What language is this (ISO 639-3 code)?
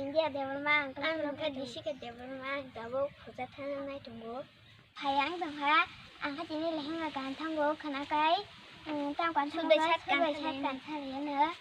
trp